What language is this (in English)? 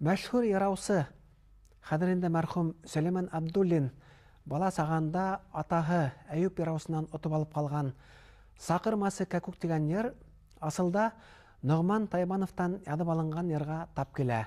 Bashkir